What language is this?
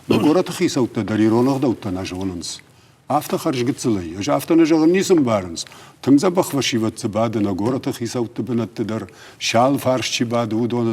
Ossetic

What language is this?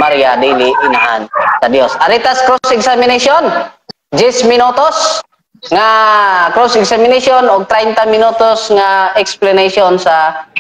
Cebuano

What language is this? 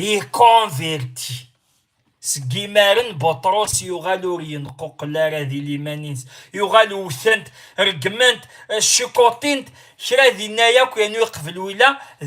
Kabyle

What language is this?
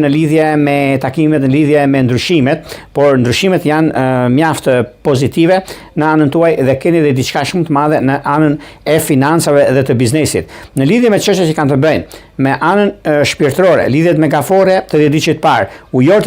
Albanian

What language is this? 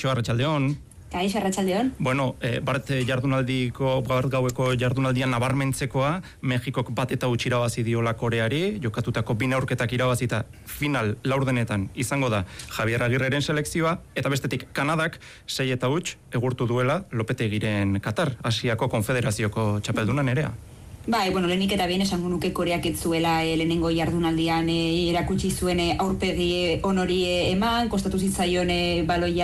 Basque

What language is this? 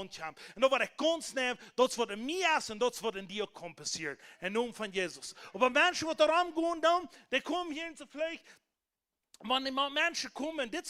Plautdietsch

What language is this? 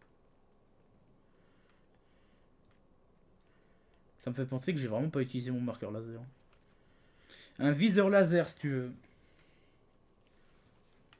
French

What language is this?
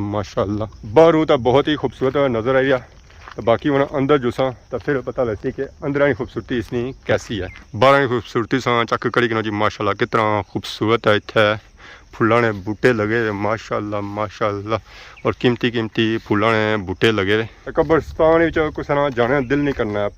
Pahari-Potwari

